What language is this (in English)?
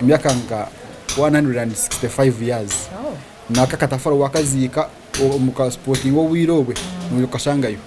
Nyankole